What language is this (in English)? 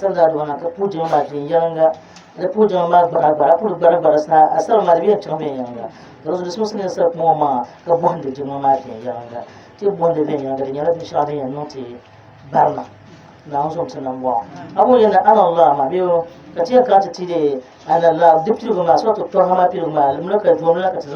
Dagbani